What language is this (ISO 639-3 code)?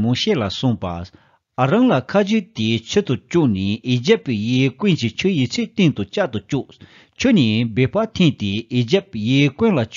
bod